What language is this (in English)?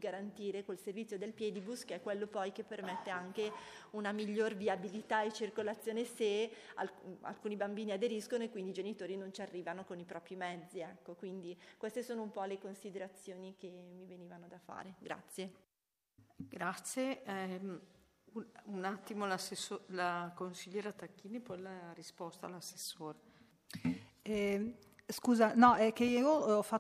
Italian